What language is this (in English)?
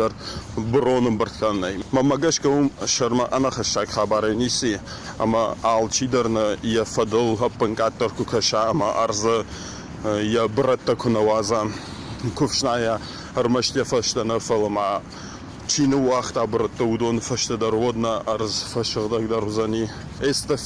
Ossetic